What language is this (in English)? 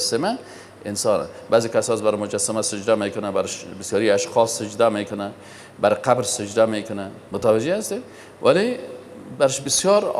Persian